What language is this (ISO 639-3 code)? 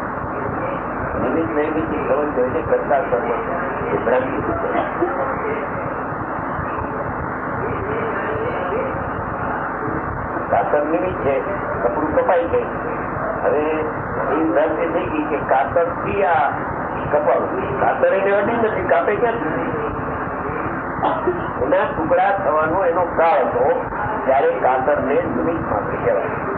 guj